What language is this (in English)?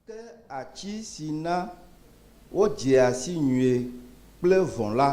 Ewe